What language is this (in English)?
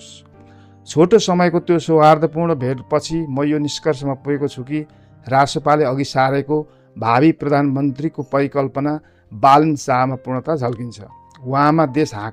Nepali